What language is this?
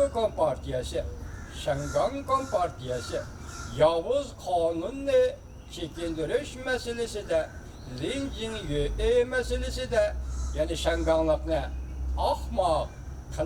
Uyghur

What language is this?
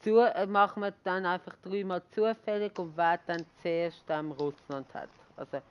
Swiss German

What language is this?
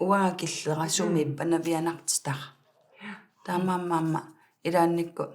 Kalaallisut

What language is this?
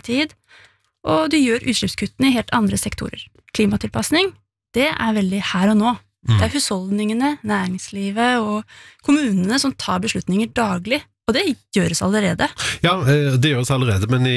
Norwegian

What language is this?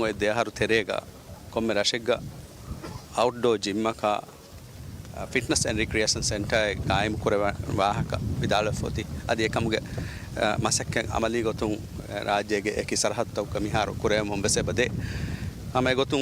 Divehi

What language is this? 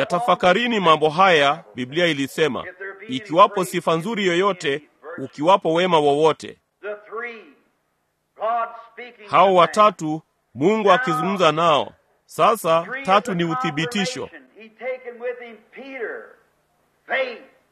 Swahili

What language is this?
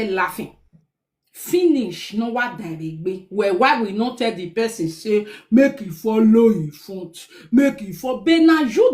Nigerian Pidgin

